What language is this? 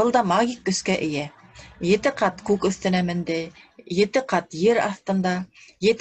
Bashkir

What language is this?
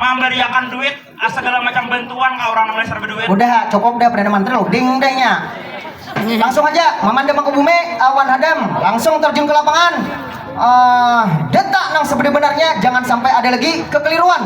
Banjar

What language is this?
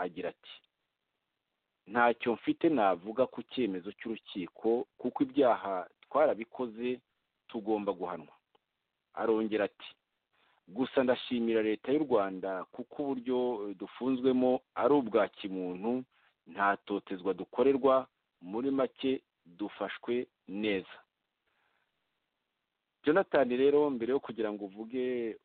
Kinyarwanda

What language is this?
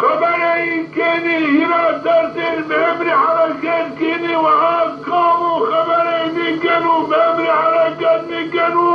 Zaza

